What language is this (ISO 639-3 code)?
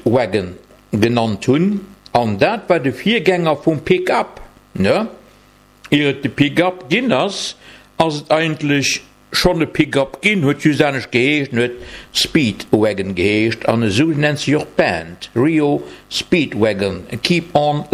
ltz